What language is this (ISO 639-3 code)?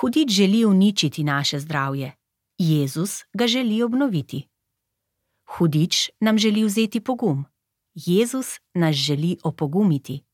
slv